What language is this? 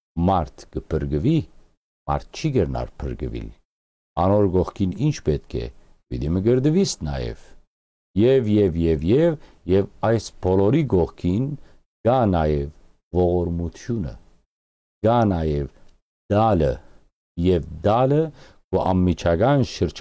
Western Armenian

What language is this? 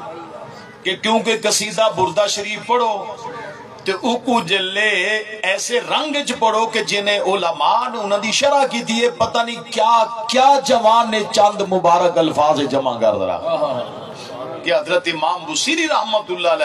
Saraiki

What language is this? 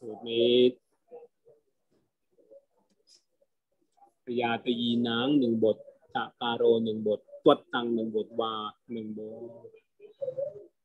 Thai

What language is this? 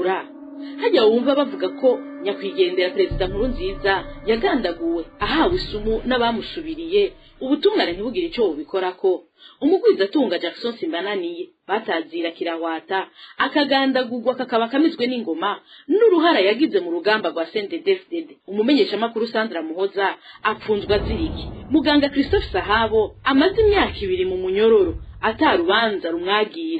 Rundi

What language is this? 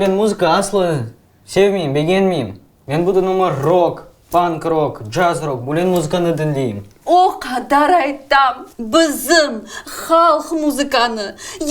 Crimean Tatar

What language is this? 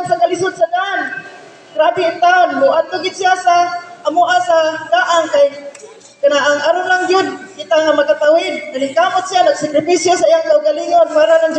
Cebuano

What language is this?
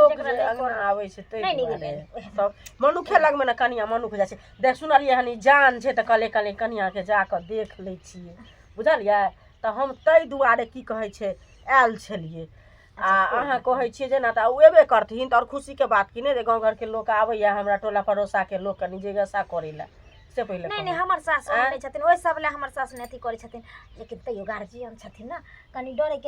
Maithili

